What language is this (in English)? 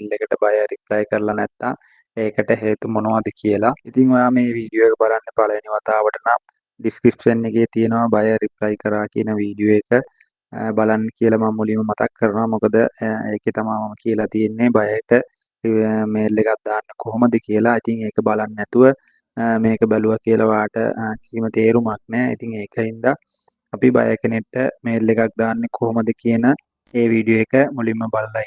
Sinhala